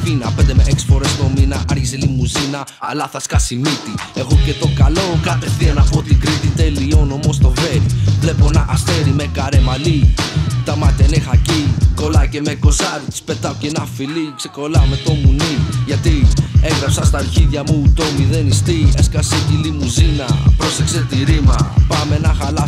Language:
Greek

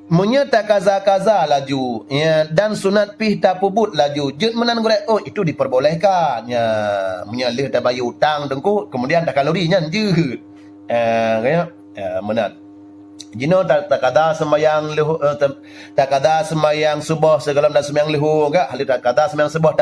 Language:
Achinese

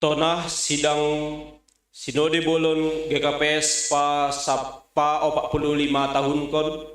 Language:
Batak Simalungun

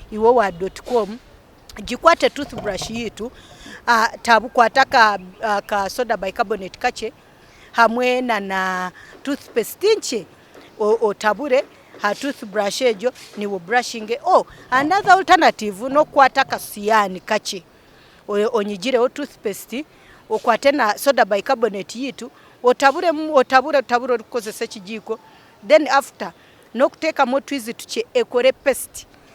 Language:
Nyankole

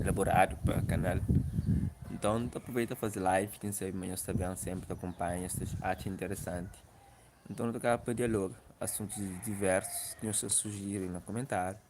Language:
Kabuverdianu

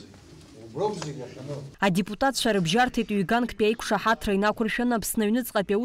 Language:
Abkhazian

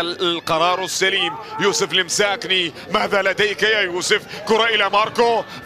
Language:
Arabic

